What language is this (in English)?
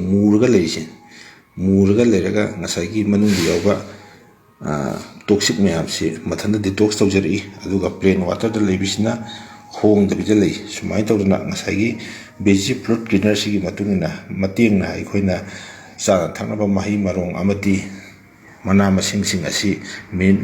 Manipuri